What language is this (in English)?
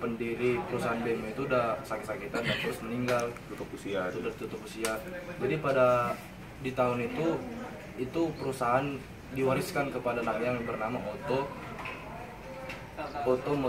Indonesian